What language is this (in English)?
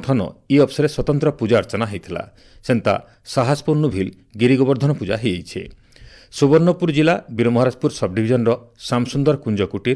Odia